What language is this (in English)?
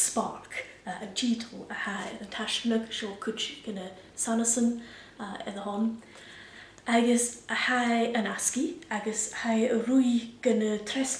Scottish Gaelic